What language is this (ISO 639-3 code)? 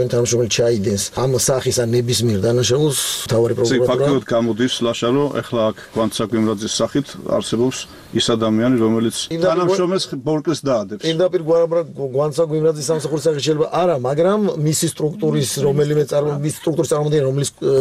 kat